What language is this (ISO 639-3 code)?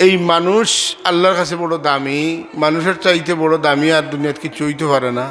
syl